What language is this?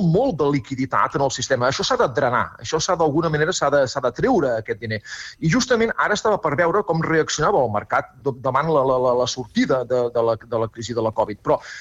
Catalan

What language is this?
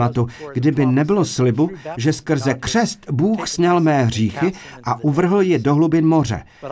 Czech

